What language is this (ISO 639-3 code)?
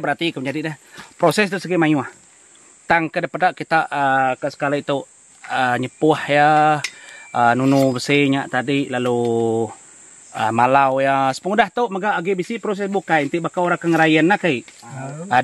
iba